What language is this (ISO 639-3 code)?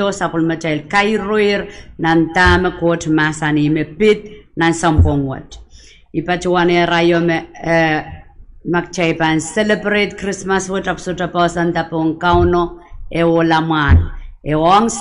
pon